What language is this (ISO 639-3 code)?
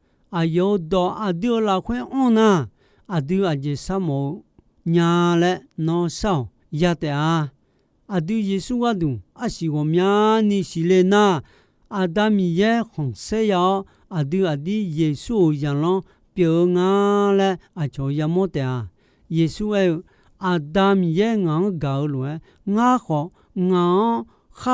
ahk